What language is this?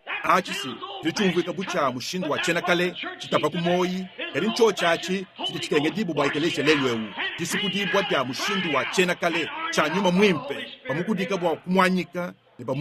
Luba-Lulua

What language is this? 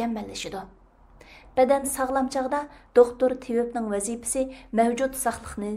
Uyghur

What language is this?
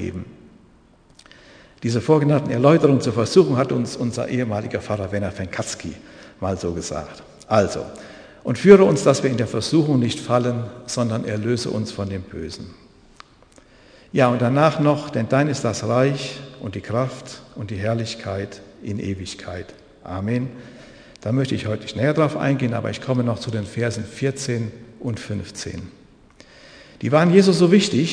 German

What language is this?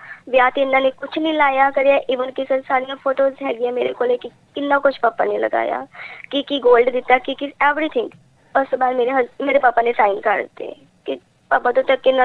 Punjabi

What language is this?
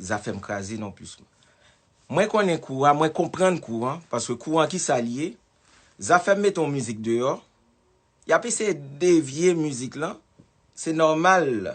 Haitian Creole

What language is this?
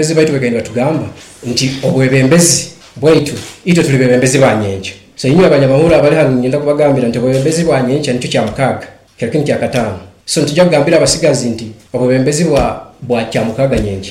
Nyoro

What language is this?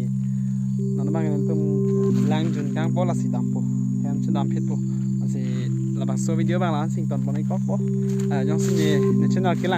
Karbi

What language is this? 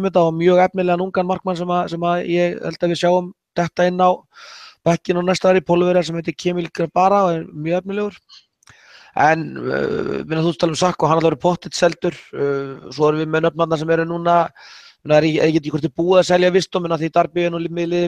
Icelandic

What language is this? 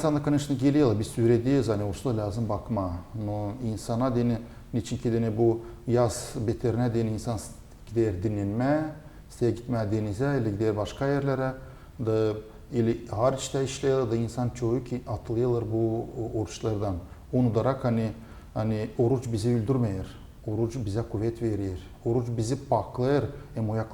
Gagauz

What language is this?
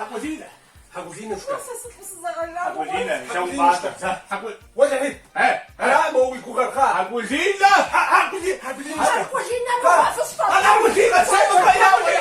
Kabardian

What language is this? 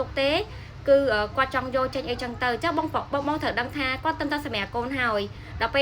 Khmer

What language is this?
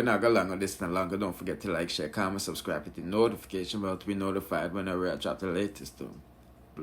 Jamaican Creole English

